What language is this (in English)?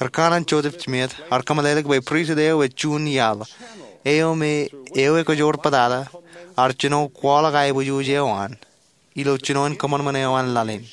Marshallese